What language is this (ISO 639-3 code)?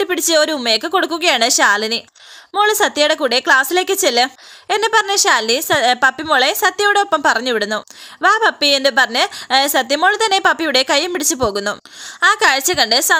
mal